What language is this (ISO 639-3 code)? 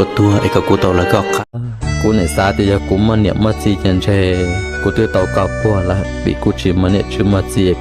hmn